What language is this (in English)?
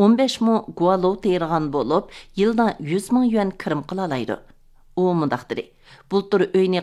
Uyghur